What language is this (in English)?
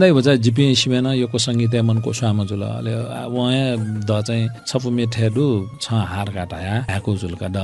Newari